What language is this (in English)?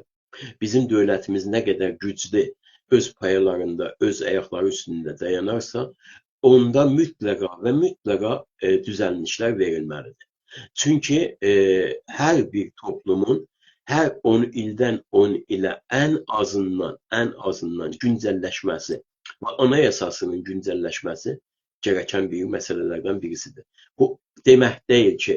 South Azerbaijani